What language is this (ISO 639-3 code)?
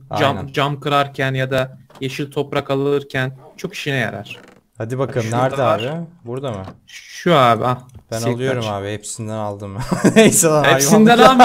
tur